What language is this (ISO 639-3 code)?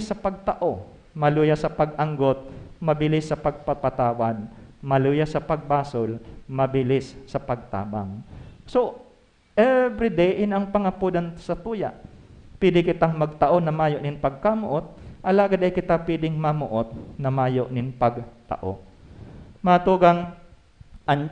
bik